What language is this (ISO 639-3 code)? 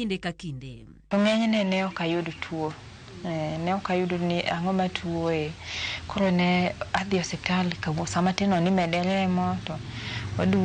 luo